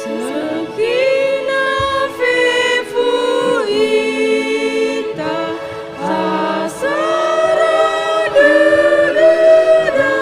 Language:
Nias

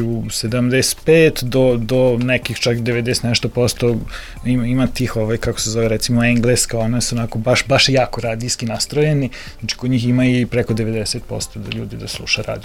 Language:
Serbian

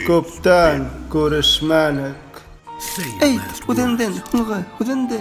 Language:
Bashkir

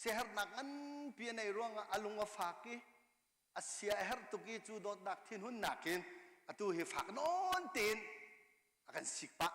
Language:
Hakha Chin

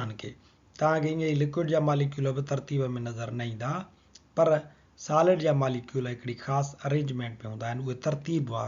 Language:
Sindhi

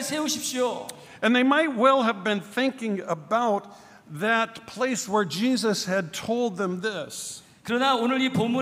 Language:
Korean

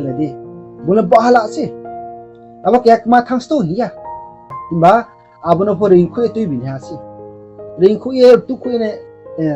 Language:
Riang (India)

